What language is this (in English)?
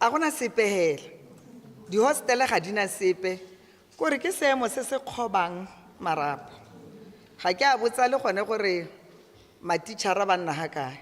Tswana